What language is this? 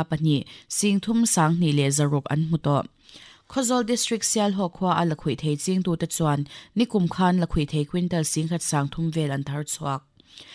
Mizo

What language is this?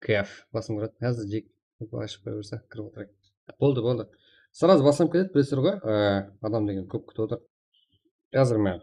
Kara-Kalpak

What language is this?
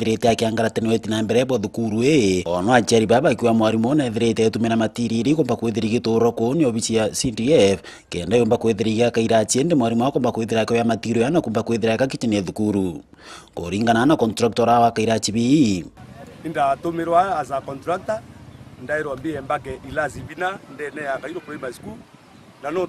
Meru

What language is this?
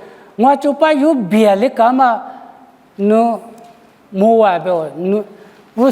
Lisu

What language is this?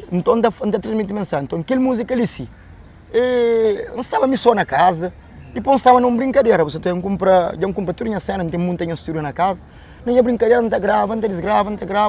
Kabuverdianu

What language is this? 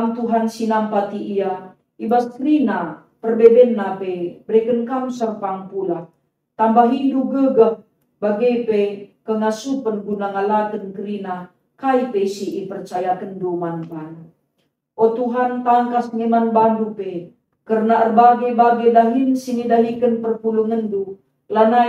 Batak Karo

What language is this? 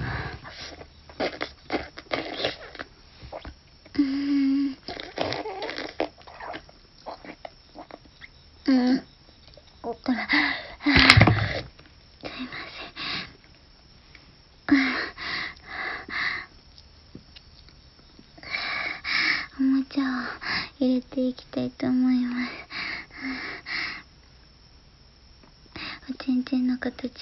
Japanese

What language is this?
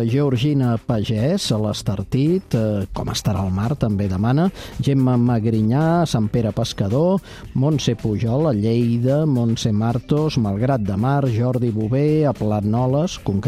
Catalan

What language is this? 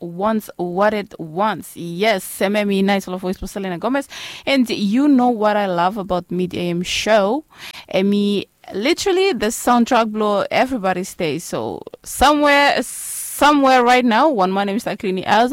Bislama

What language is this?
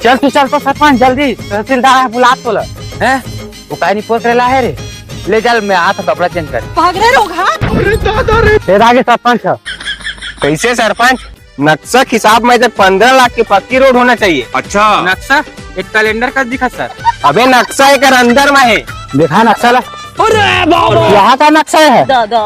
Chhattisgarhi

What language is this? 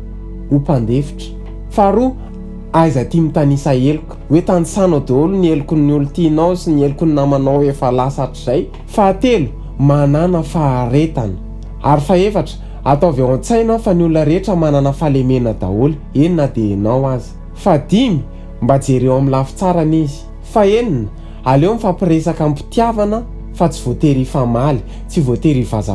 Malagasy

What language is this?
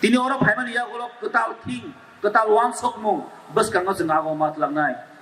Kok Borok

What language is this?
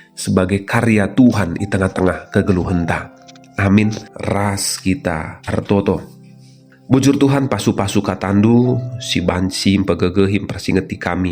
Batak Karo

